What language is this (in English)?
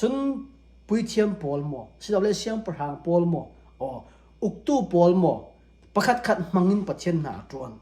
Falam Chin